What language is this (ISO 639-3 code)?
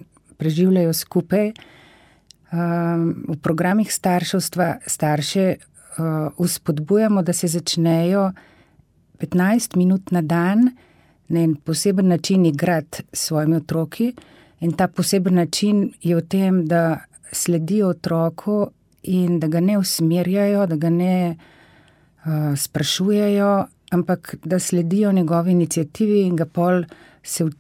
slv